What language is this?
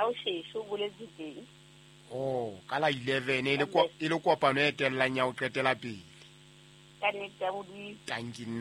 Southern Sotho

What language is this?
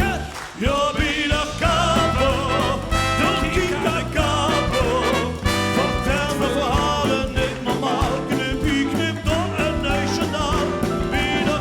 Limburgish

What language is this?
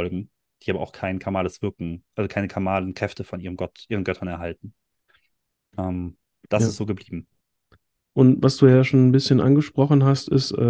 German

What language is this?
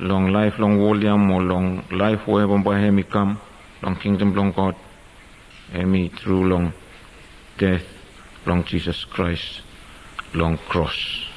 Bislama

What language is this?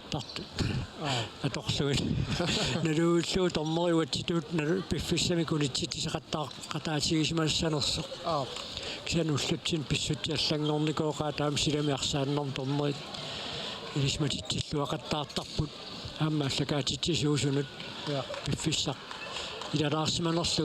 Kalaallisut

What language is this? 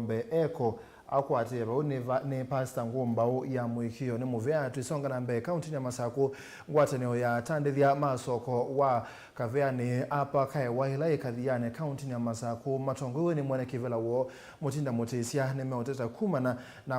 Kamba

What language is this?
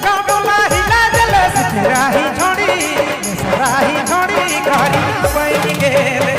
Sadri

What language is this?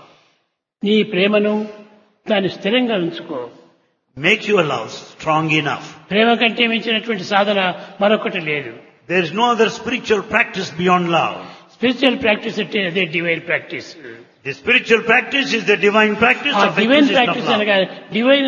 Telugu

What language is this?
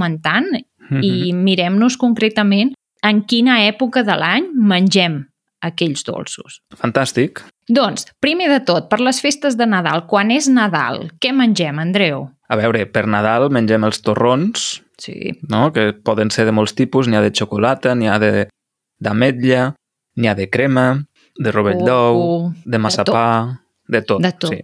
Catalan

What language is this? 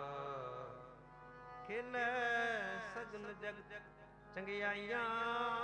Punjabi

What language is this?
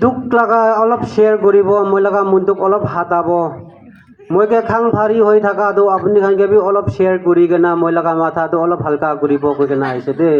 Naga Pidgin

